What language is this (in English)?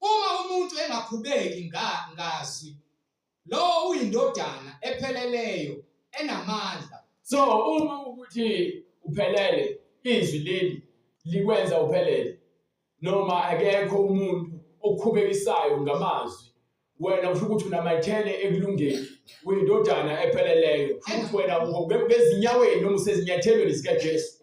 Zulu